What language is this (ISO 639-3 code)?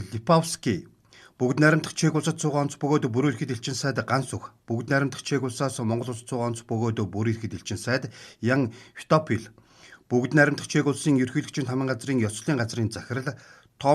mon